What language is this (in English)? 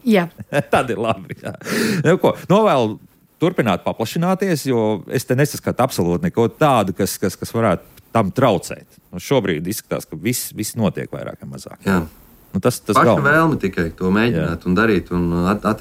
Latvian